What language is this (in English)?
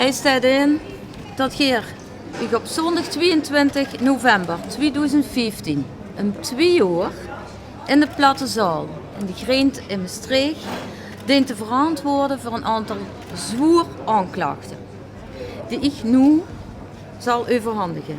Limburgish